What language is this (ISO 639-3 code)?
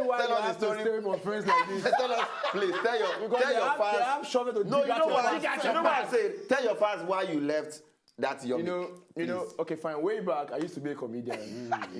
pcm